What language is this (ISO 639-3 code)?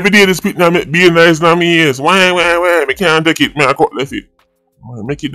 jam